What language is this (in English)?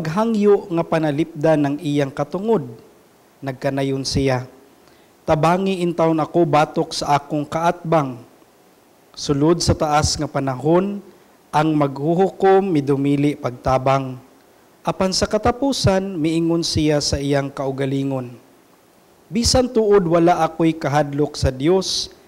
Cebuano